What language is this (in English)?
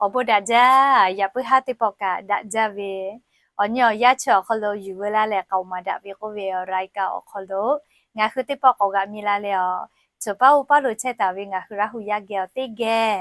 Lahu